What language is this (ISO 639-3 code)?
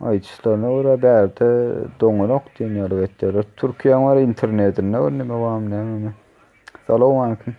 tuk